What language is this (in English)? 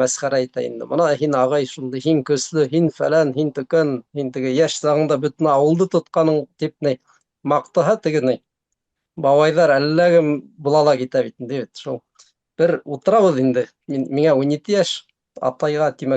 Bashkir